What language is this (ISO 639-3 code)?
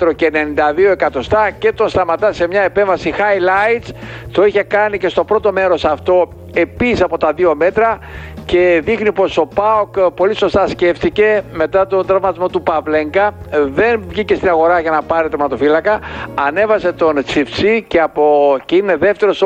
ell